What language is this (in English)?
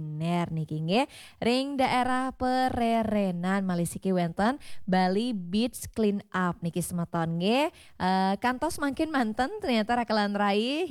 Balinese